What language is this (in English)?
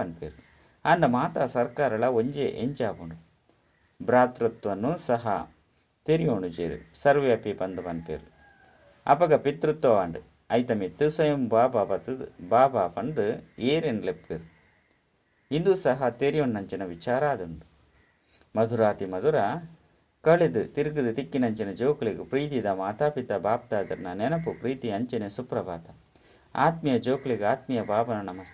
Tulu